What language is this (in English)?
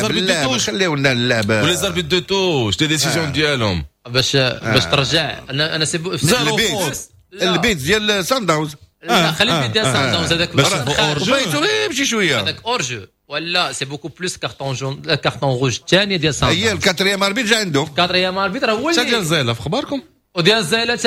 Moroccan Arabic